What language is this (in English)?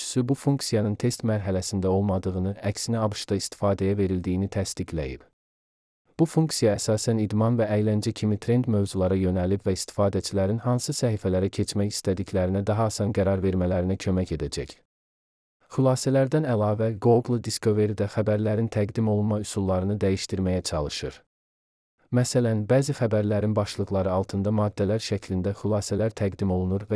Azerbaijani